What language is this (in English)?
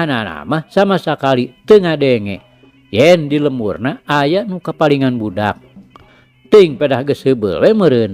Sundanese